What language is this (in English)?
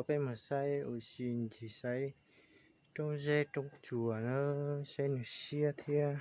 Hmong